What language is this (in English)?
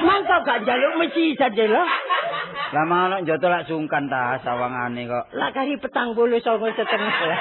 Javanese